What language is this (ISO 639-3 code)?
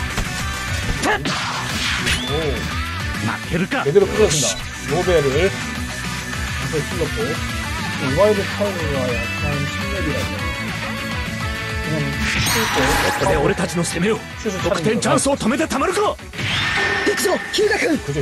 kor